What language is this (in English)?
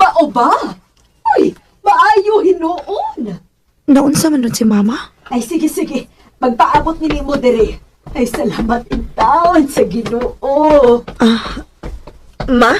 Cebuano